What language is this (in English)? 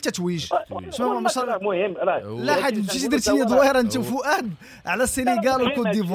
Moroccan Arabic